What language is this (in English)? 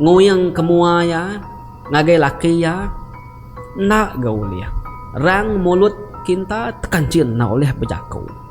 Iban